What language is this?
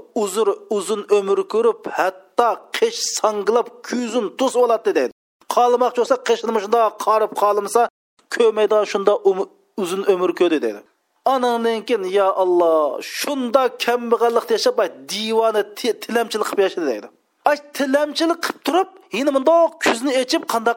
Uyghur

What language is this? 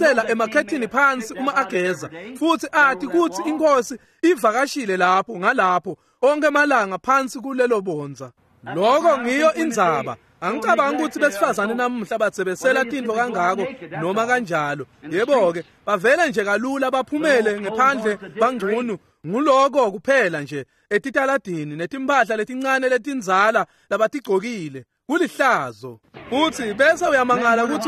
Swati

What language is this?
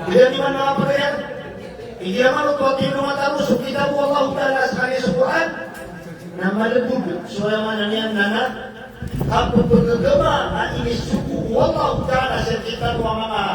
Maranao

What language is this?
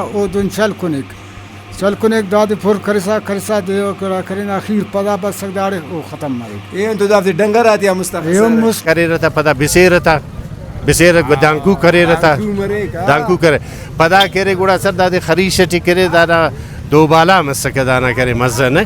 Brahui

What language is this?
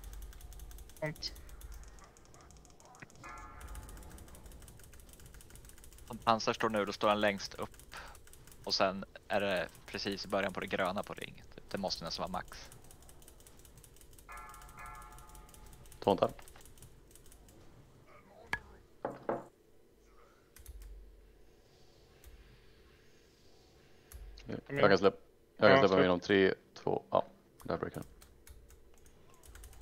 Swedish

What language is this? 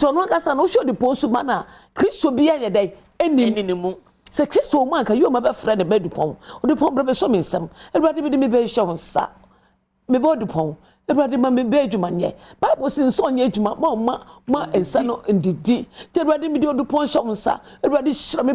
Akan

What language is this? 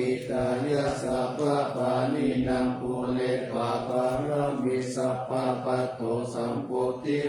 Pali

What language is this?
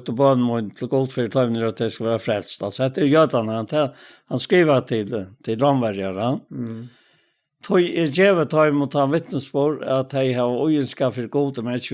Faroese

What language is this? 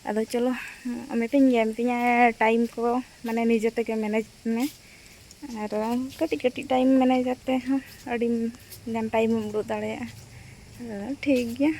Santali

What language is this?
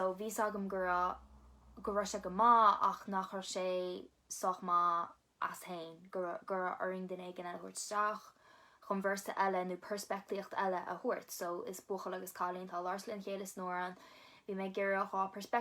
Irish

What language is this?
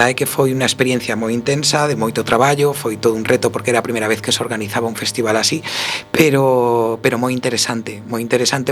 Galician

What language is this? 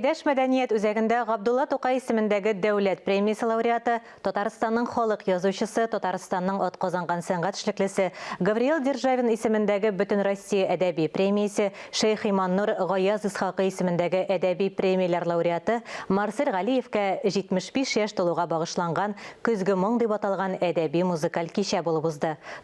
Tatar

